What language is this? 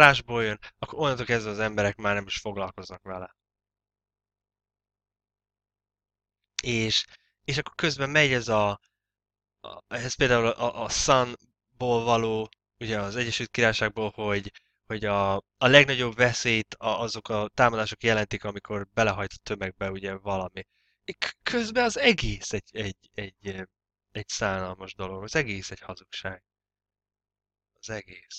Hungarian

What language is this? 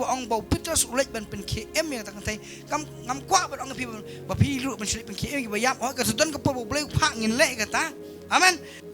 Khasi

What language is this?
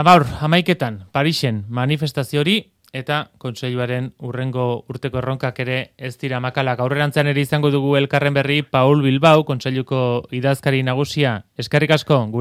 Basque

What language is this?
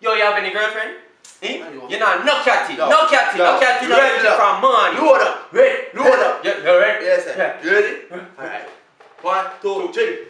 Jamaican Creole English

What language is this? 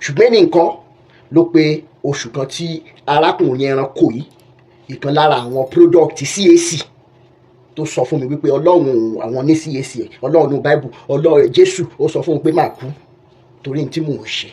Yoruba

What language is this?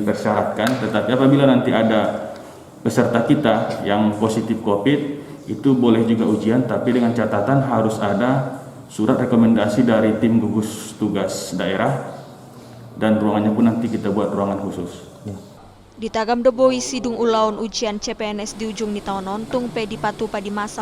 Batak Toba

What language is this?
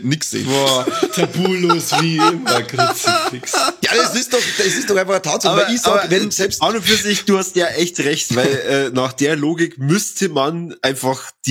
Bavarian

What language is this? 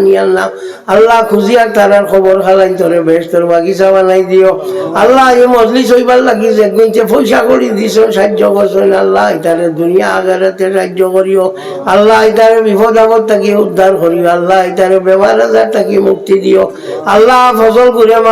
Sylheti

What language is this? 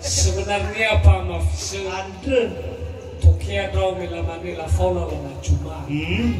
Nias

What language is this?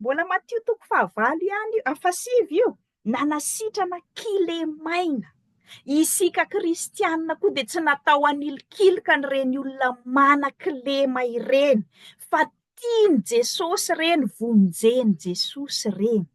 Malagasy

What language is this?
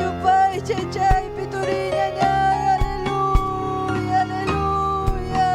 Ayacucho Quechua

